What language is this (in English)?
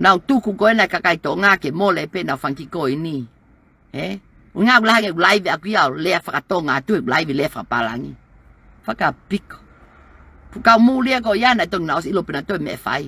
Tongan